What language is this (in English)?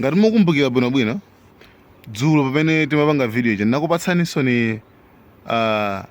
Nyanja